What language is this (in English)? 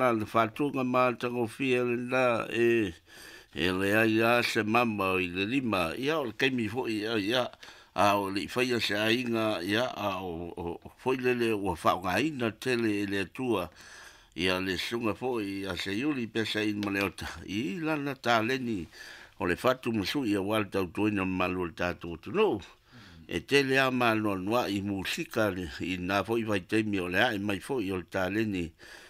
Samoan